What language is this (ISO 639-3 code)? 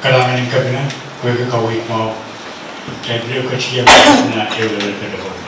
pon